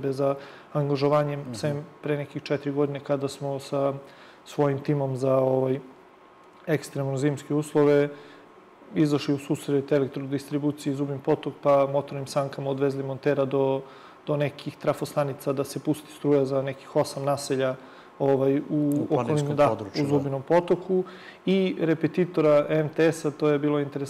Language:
Serbian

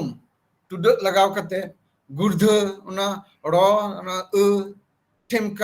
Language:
Santali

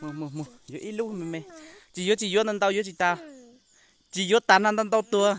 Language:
Hmong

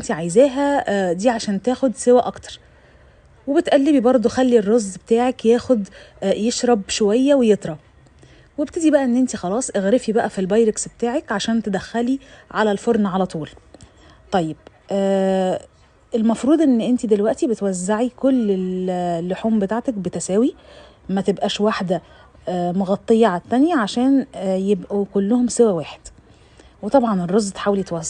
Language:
Egyptian Arabic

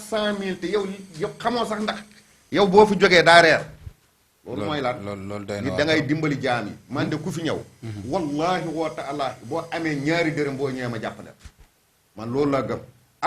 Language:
Wolof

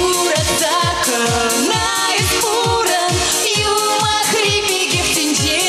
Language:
Chuvash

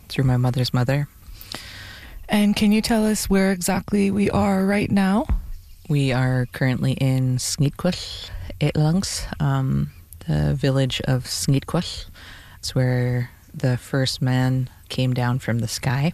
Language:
English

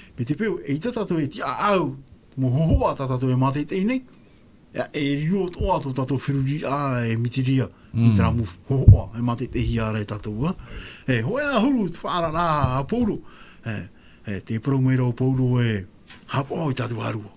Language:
Tahitian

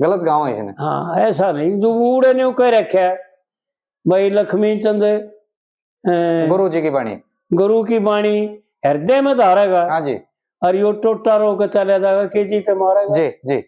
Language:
Haryanvi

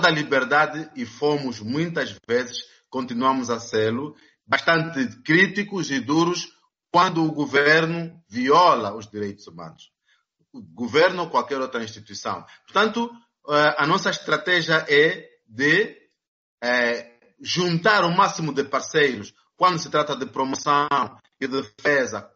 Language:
Portuguese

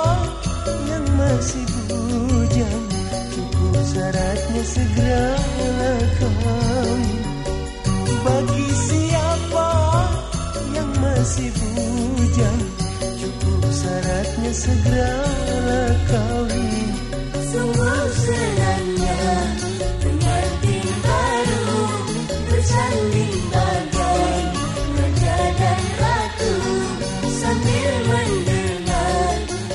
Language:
Malay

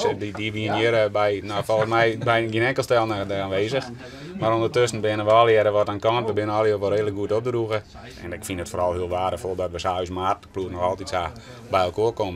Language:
Western Frisian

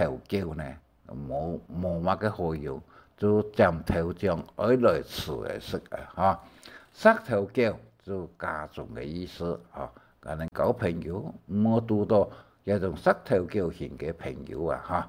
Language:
Hakka Chinese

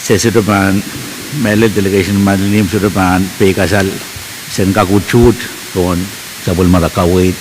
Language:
Pohnpeian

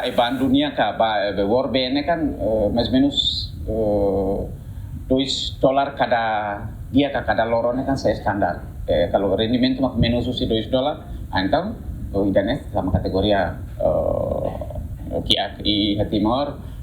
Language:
Tetum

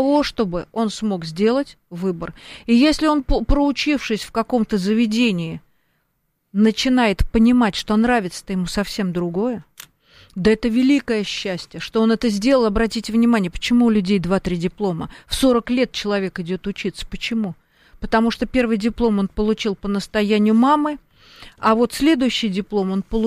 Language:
Russian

